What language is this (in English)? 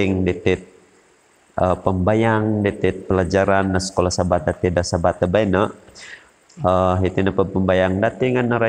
Central Dusun